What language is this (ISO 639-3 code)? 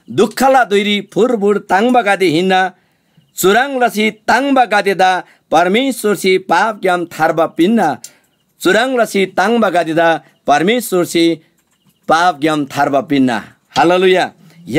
taj